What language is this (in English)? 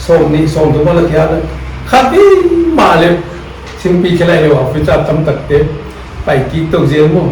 Paite Chin